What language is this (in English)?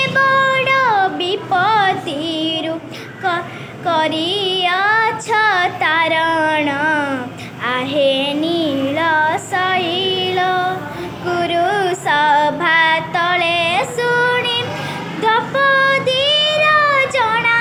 Odia